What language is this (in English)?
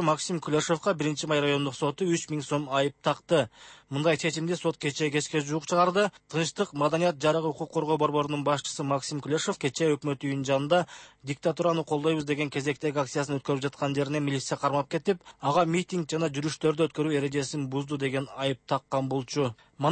Kyrgyz